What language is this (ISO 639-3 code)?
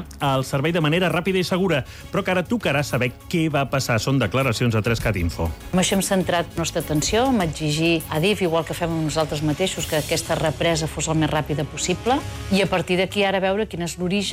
cat